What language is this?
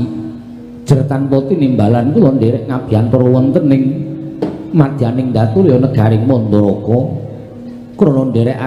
Javanese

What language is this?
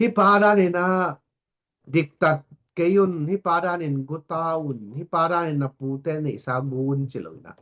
Tedim Chin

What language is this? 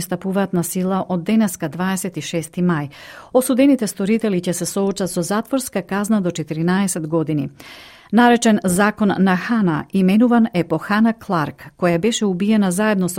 Macedonian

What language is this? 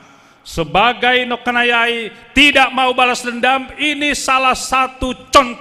Batak Simalungun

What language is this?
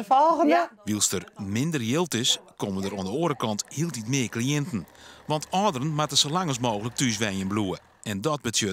Western Frisian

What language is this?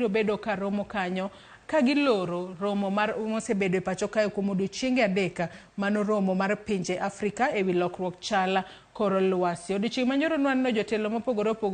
Luo (Kenya and Tanzania)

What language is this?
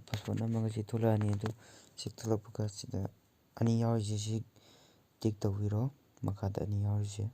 Manipuri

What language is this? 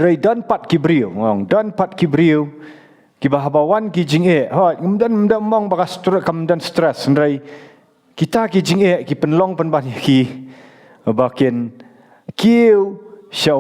Khasi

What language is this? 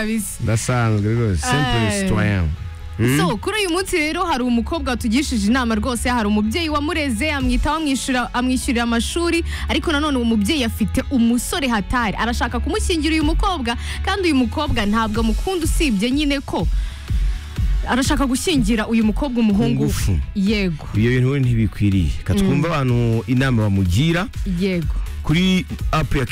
Kinyarwanda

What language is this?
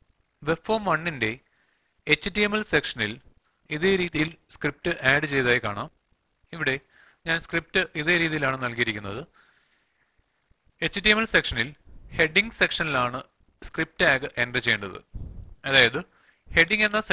Malayalam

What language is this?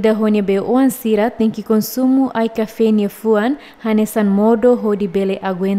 Tetum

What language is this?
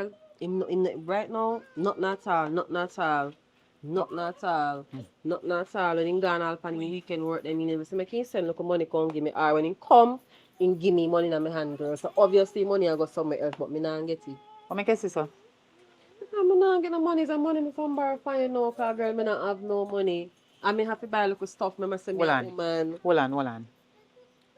Jamaican Creole English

